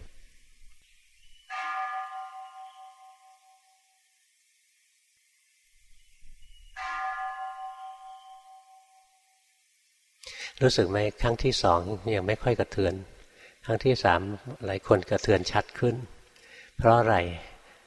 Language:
Thai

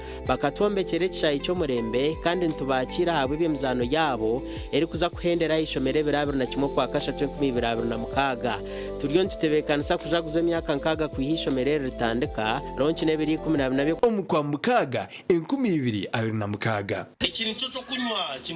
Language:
Nyankole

